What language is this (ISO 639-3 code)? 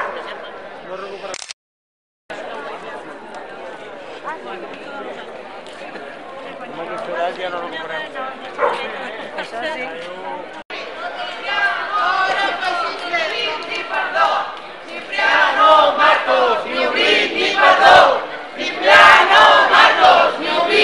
cat